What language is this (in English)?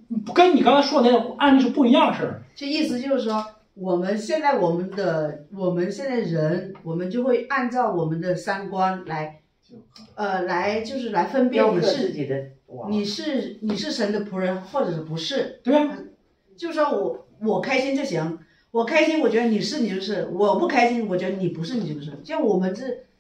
Chinese